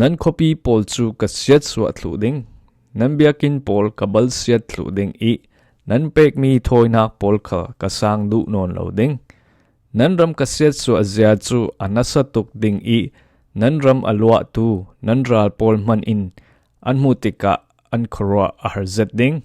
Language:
Falam Chin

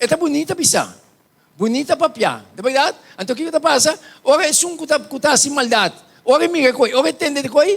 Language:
Papiamento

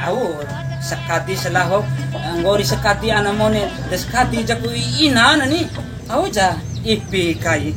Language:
Bima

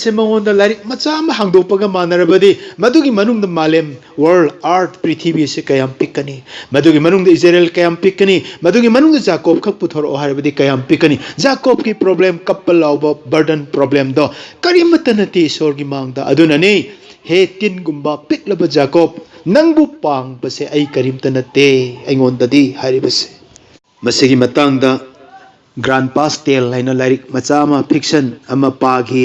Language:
Manipuri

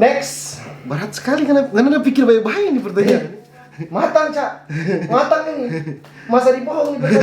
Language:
Manado Malay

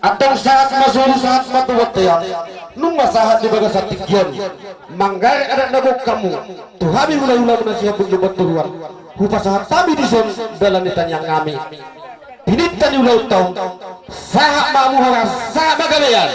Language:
Batak Toba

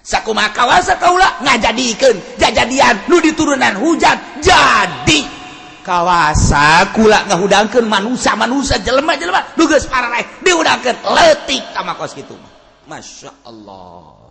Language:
Sundanese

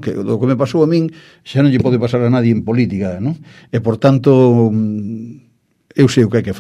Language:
Galician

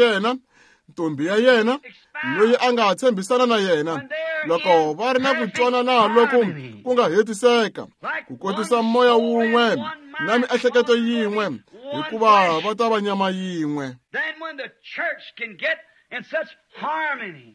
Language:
Tsonga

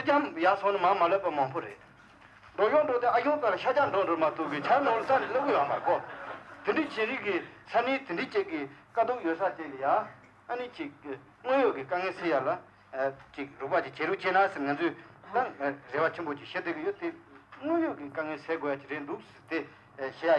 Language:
Tibetan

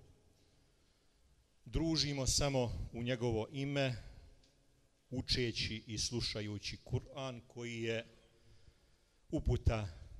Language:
Bosnian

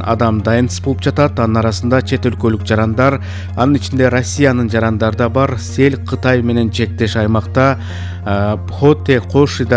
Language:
Kyrgyz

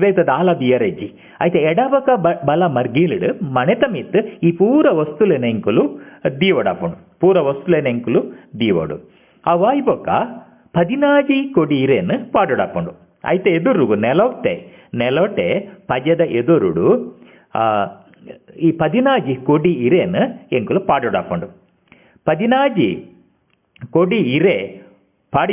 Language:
Tulu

